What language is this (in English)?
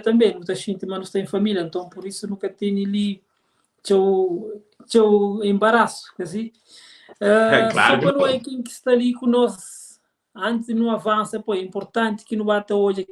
Kabuverdianu